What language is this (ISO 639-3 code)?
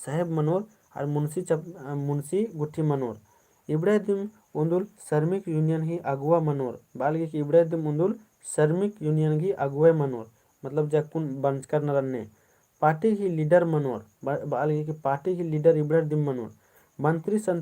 kru